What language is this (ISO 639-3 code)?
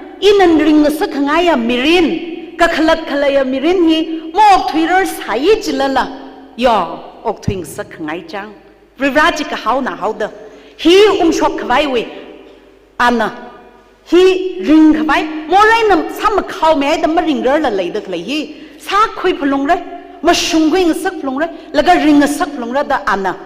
nmf